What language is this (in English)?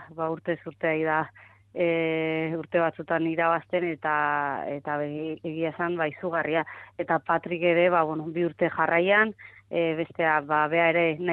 Basque